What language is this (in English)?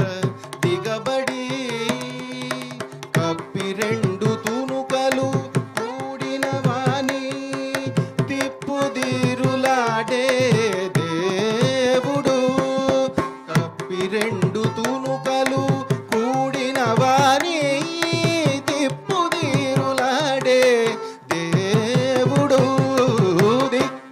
Telugu